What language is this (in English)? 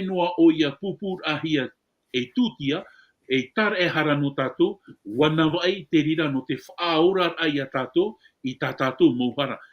Tahitian